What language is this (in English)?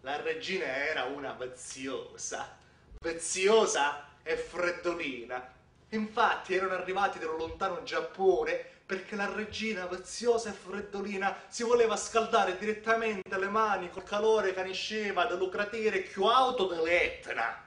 Sicilian